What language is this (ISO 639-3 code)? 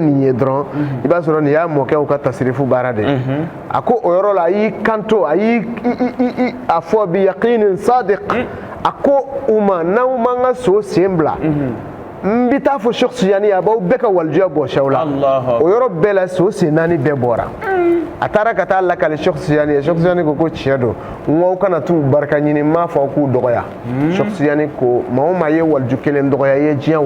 bam